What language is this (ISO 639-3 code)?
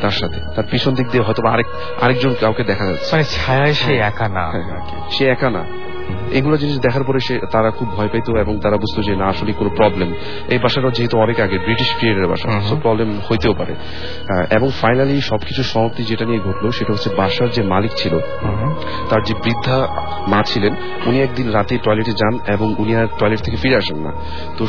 ben